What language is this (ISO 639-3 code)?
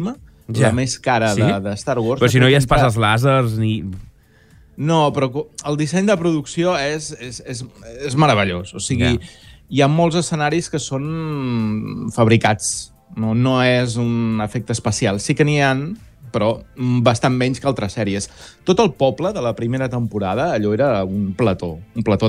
cat